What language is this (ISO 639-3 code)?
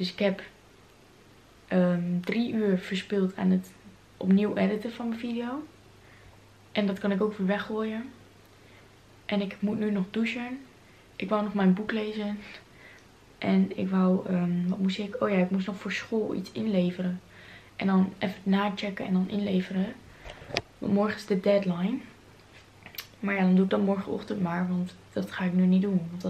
nld